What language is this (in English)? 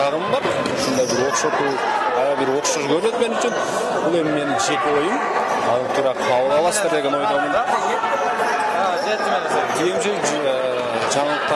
Kyrgyz